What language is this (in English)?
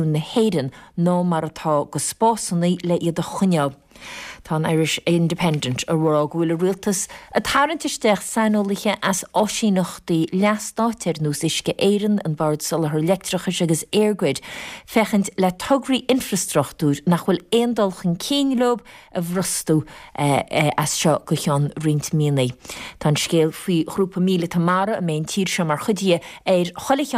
Irish